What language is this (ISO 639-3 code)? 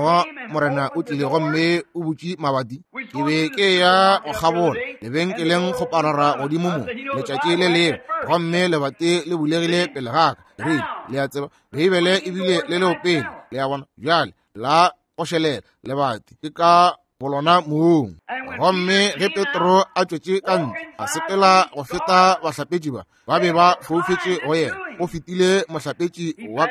nso